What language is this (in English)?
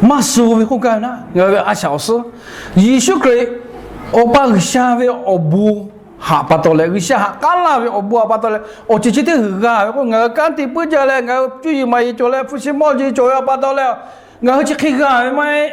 Lahu